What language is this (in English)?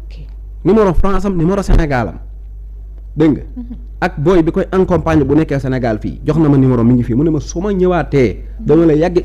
Wolof